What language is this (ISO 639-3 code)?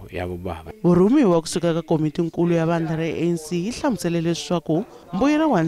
tso